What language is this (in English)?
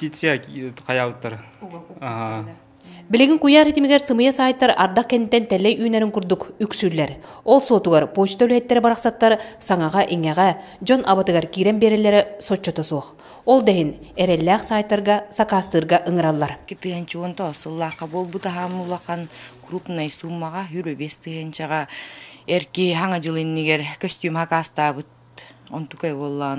Yakut